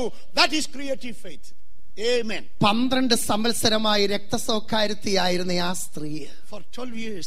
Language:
Malayalam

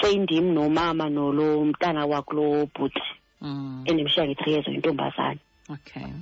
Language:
Xhosa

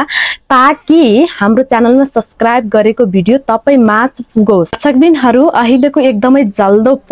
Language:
Nepali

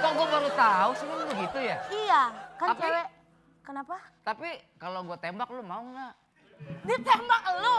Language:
Betawi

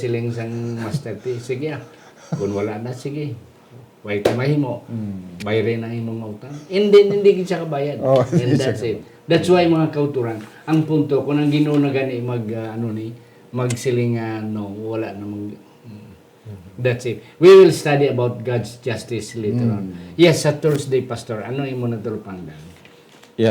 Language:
Hiligaynon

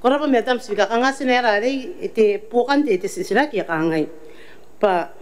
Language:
Gilbertese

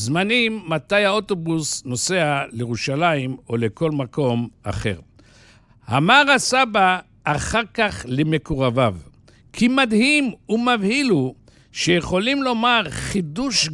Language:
Hebrew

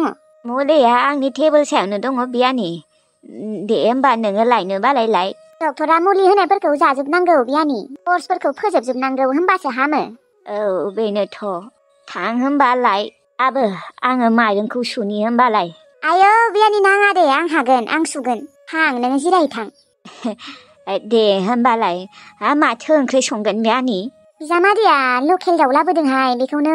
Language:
Bodo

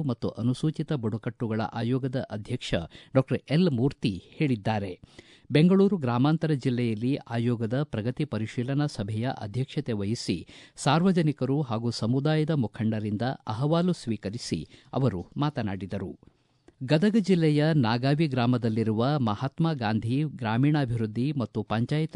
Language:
Kannada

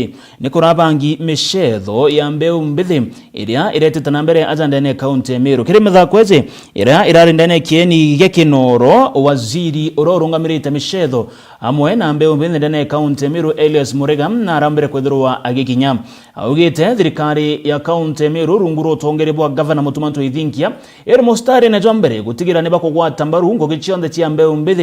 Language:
Meru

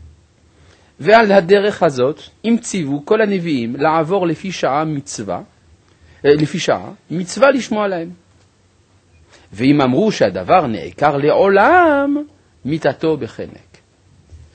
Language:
Hebrew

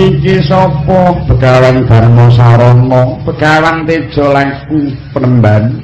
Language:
Javanese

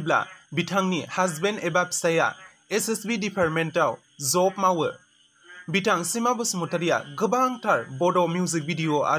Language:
Bodo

